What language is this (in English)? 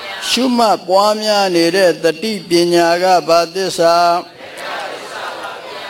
Burmese